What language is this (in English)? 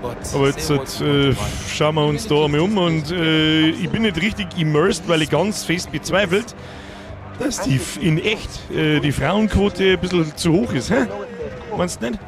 Bavarian